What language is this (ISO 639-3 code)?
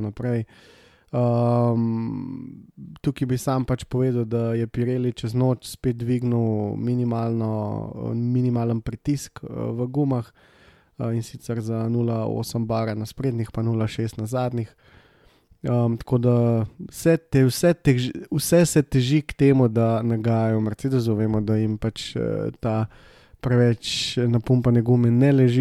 slv